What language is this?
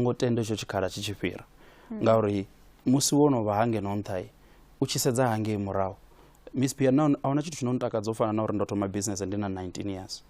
Venda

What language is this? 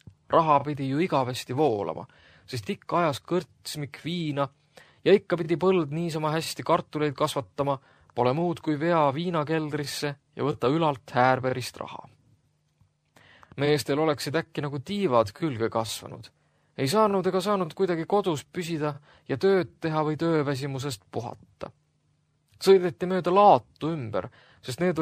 Estonian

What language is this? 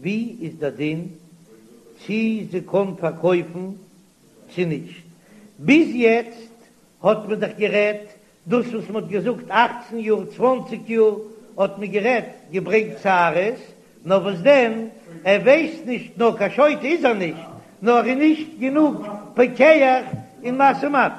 Yiddish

